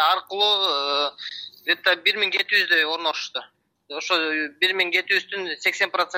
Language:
Kyrgyz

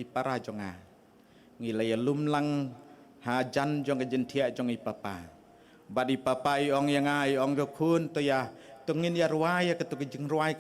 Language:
Khasi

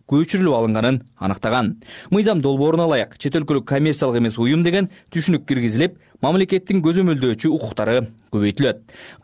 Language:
Kyrgyz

